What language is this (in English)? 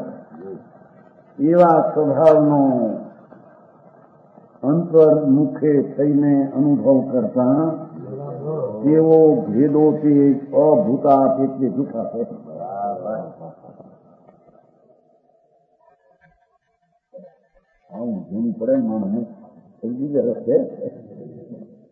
Gujarati